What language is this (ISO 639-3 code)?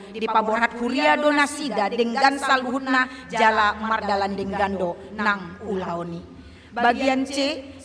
bbc